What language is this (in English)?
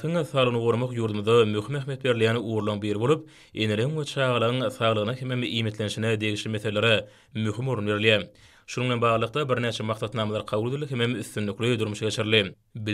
Turkmen